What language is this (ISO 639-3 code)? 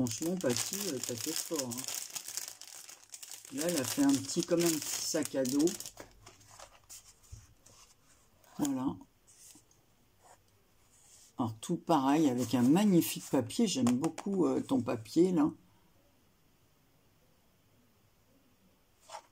fra